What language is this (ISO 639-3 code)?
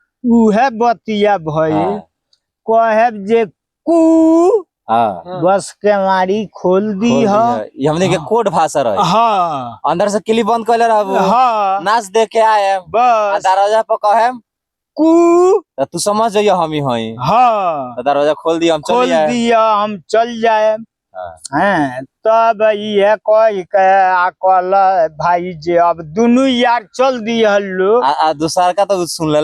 bho